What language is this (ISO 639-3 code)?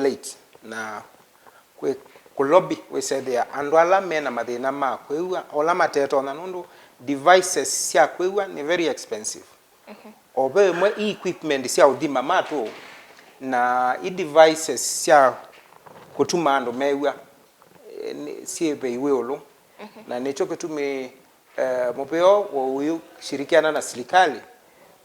kam